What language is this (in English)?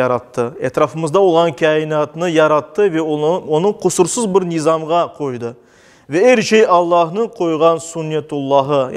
Crimean Tatar